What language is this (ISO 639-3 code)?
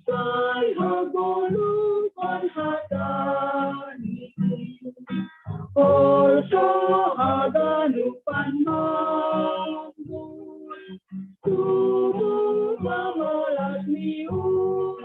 bts